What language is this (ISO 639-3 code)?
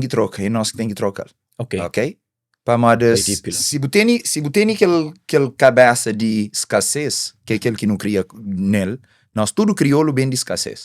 kea